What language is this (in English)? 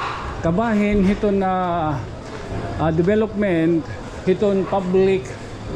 Waray